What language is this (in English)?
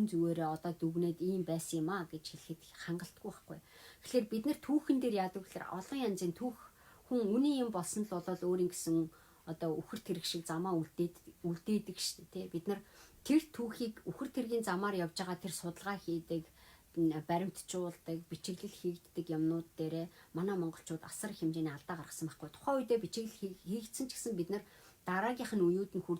Mongolian